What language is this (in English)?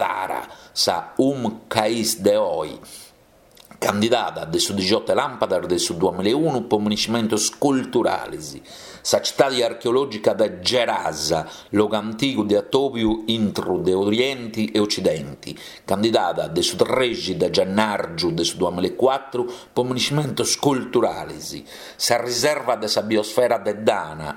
Sardinian